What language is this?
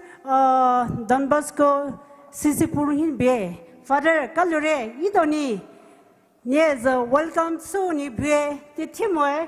Poumei Naga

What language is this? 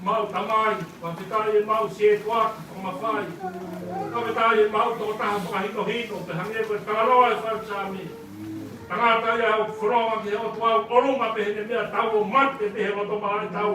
Tongan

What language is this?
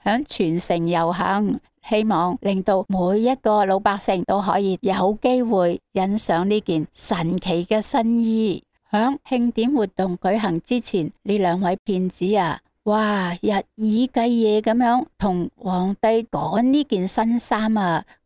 Cantonese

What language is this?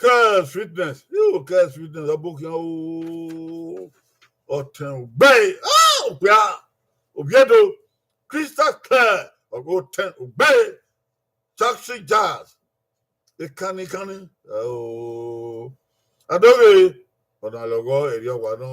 Bini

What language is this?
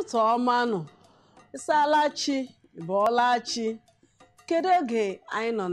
Igbo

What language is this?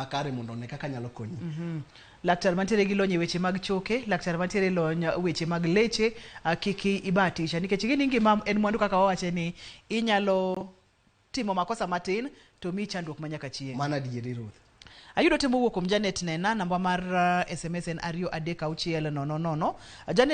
Luo (Kenya and Tanzania)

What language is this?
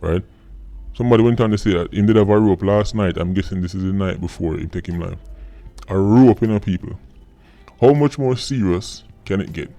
Jamaican Creole English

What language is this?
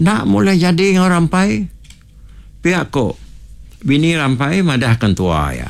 Iban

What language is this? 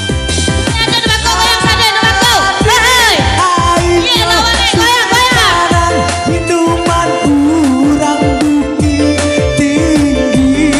Minangkabau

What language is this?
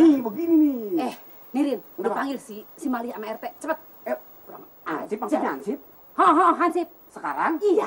Betawi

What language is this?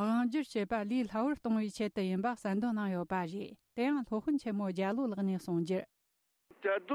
Tibetan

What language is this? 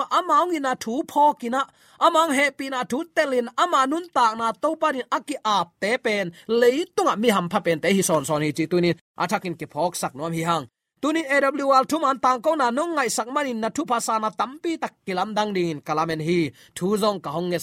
Tedim Chin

